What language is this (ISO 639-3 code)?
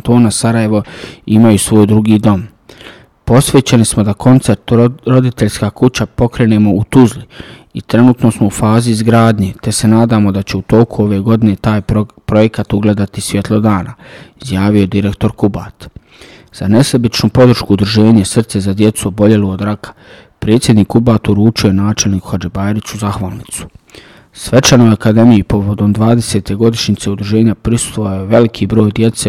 bos